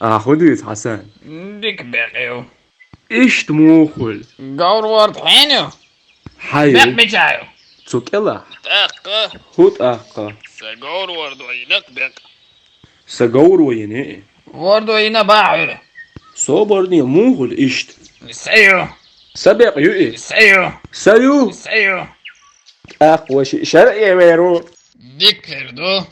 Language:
Chechen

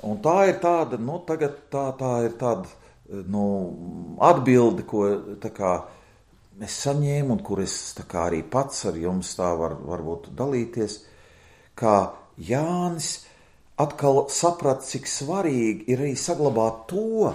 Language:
Latvian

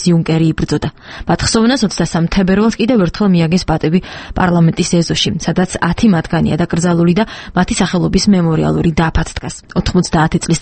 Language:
Georgian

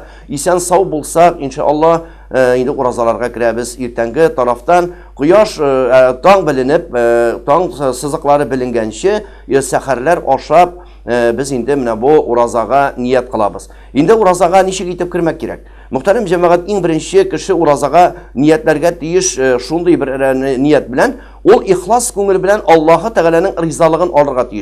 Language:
Tatar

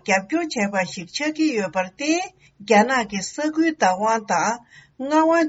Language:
Tibetan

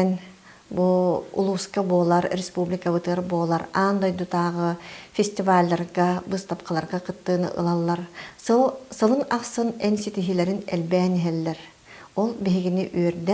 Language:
Yakut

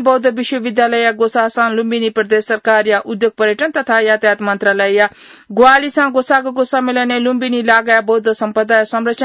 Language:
Newari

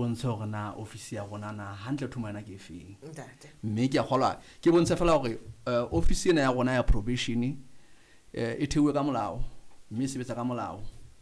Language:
Southern Sotho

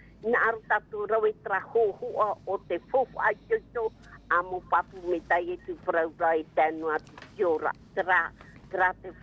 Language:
Tahitian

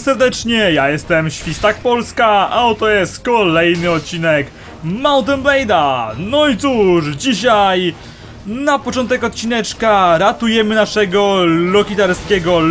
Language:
Polish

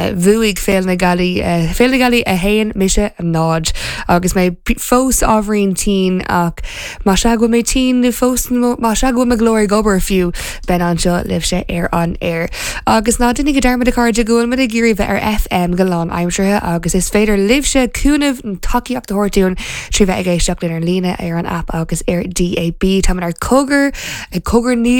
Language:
Irish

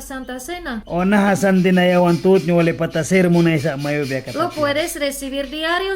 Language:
Mískito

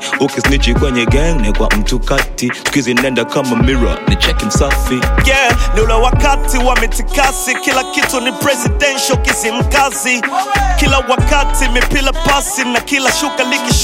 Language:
Swahili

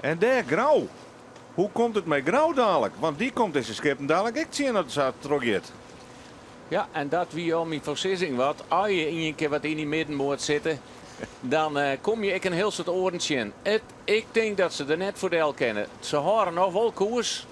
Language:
Western Frisian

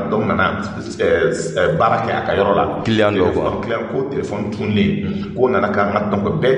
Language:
Bambara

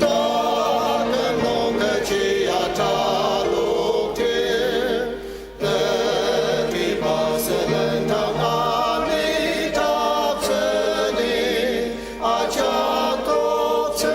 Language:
Ao Naga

